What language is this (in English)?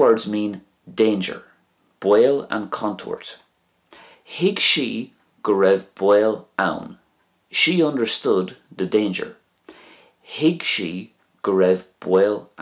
Irish